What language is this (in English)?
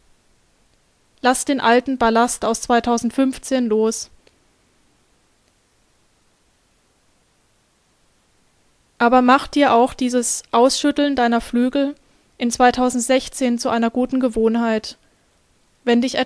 German